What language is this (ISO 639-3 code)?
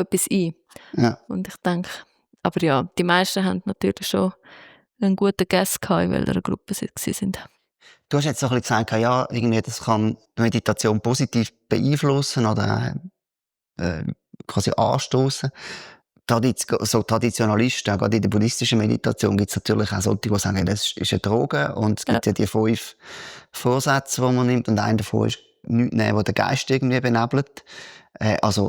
gsw